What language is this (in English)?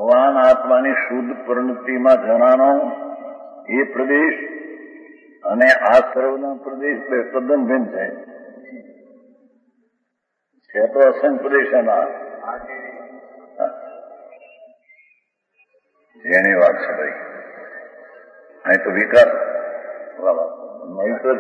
Gujarati